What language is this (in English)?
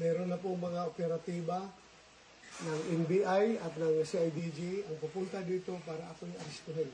Cebuano